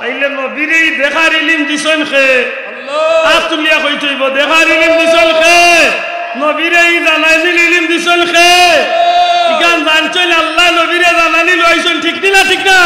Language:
Sylheti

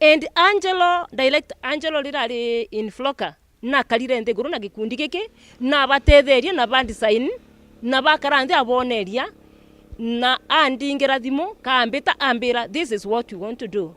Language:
Meru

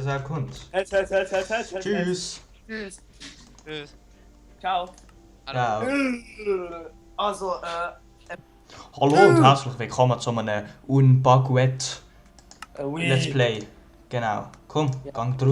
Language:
Swiss German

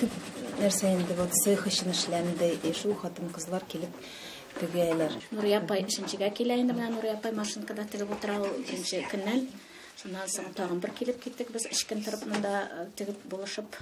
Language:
Tatar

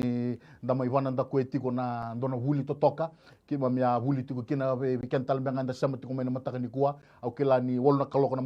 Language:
Fijian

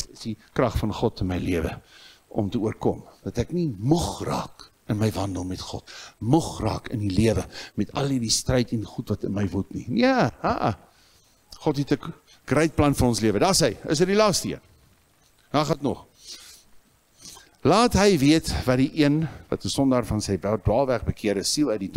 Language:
Afrikaans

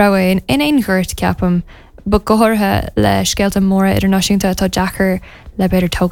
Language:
Irish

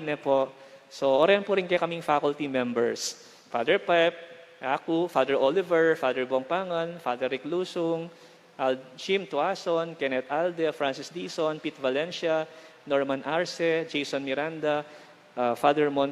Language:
Pampanga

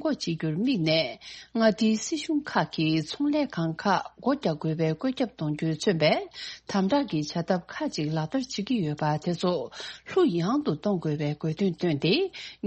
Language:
Tibetan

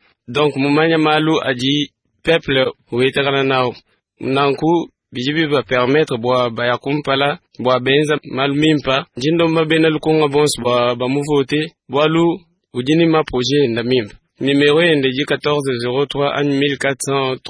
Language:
Luba-Lulua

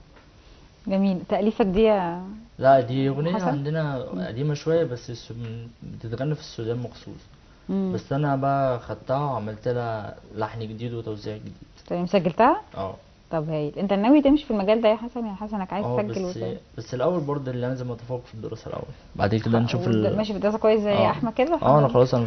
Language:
Egyptian Arabic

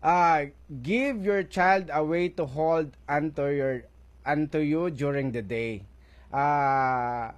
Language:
Hiligaynon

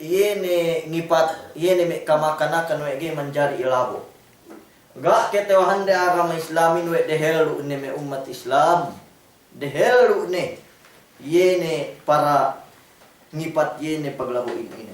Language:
Yakan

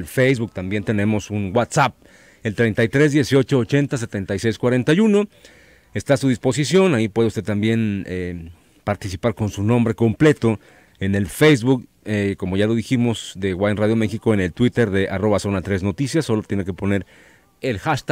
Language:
Spanish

